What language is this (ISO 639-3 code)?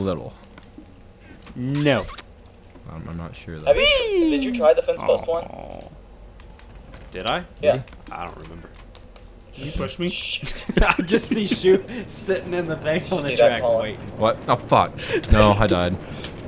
eng